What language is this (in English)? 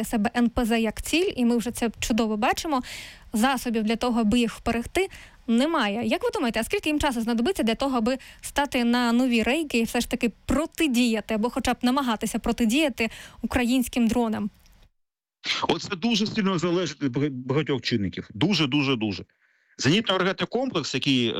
Ukrainian